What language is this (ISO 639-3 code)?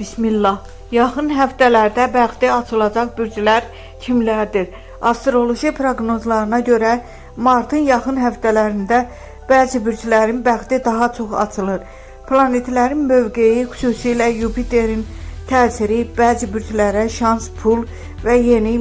aze